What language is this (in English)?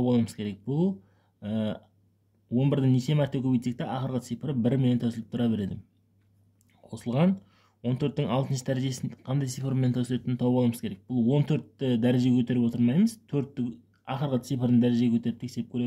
Kazakh